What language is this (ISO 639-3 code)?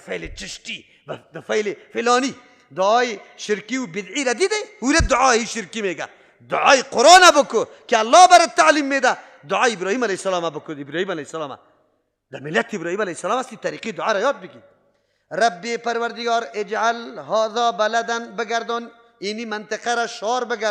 fas